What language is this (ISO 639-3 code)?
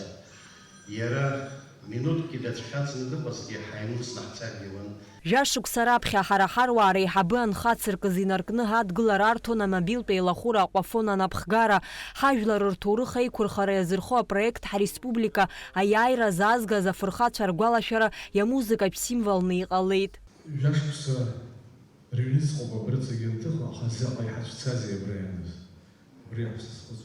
abk